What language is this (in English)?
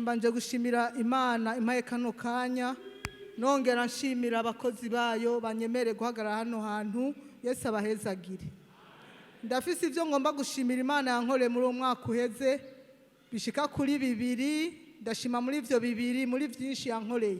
Rundi